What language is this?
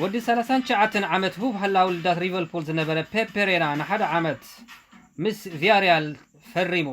Tigrinya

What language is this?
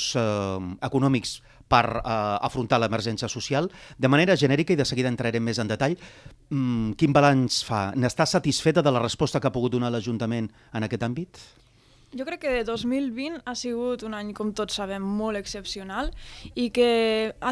Catalan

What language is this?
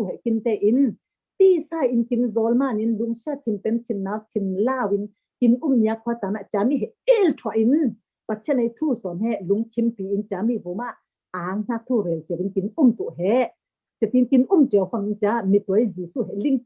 Falam Chin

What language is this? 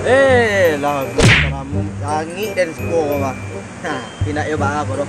Minangkabau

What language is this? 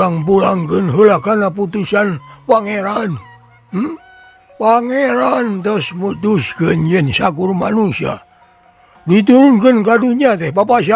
Sundanese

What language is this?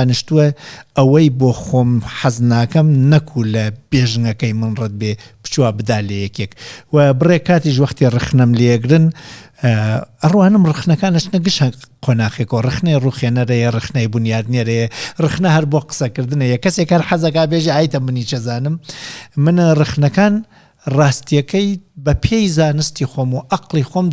Central Kurdish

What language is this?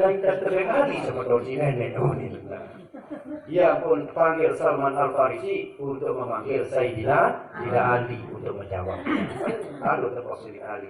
Sasak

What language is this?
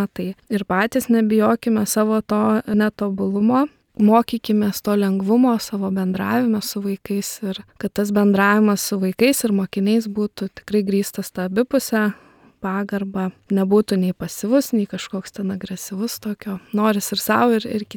Lithuanian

